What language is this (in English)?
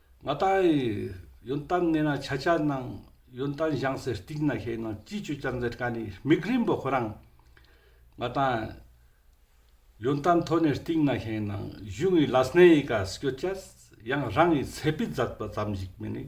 Ladakhi